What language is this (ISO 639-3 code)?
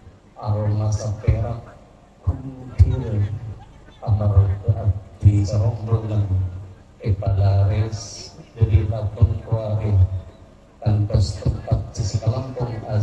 mad